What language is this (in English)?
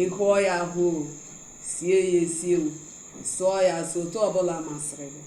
Igbo